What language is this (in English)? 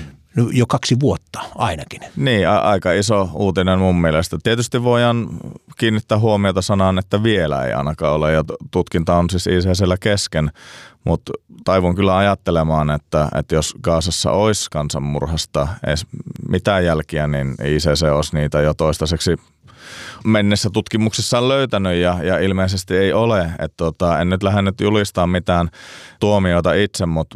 Finnish